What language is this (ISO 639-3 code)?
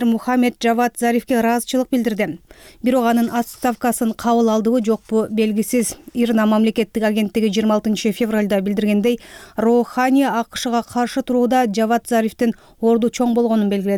kir